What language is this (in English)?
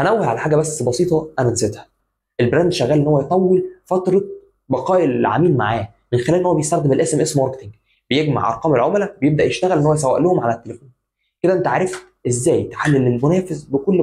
Egyptian Arabic